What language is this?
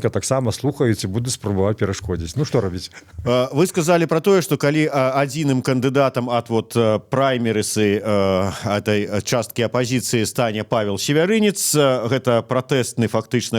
Belarusian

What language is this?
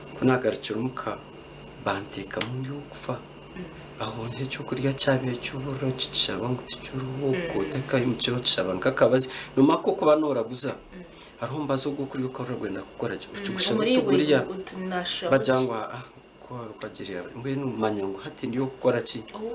Nyankole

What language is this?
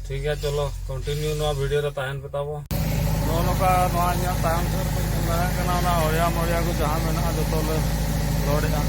Santali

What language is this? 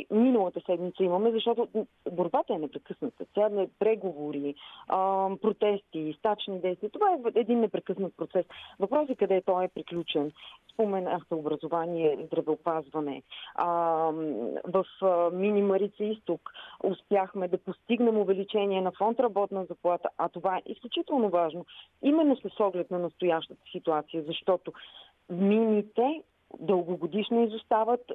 Bulgarian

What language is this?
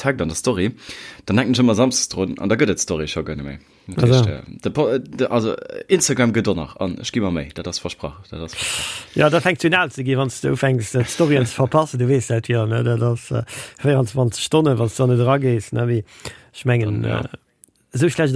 Luxembourgish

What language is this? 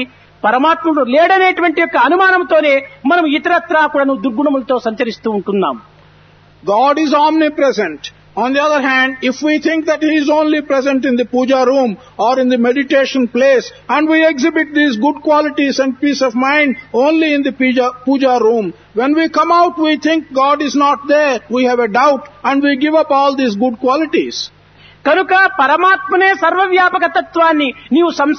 Telugu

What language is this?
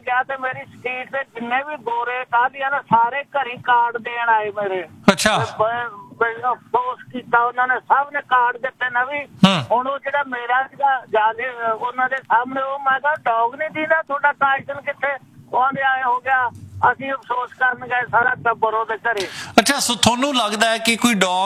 Punjabi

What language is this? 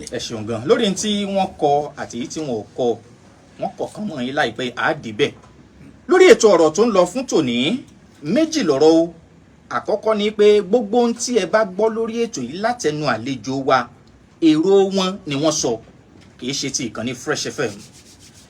Yoruba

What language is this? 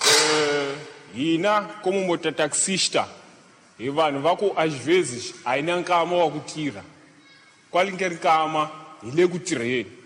Tsonga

